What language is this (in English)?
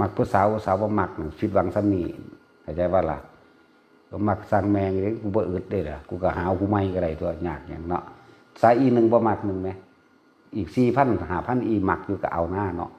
Northeastern Thai